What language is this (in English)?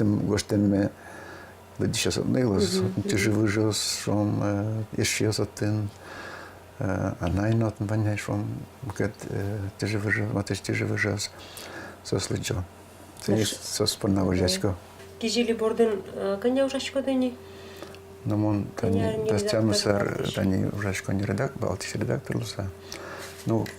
Udmurt